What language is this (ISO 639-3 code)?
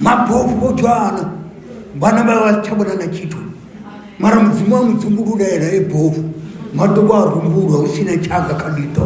ven